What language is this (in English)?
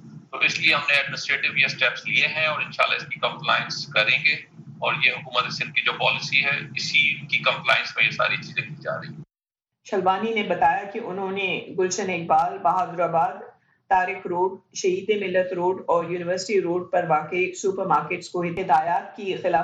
Urdu